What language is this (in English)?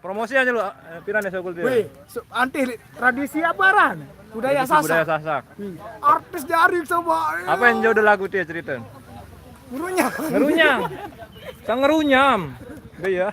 Sasak